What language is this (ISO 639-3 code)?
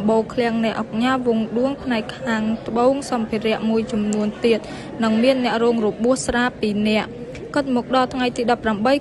khm